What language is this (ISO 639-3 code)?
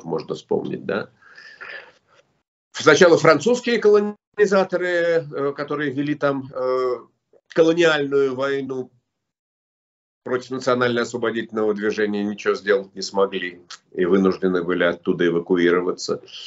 rus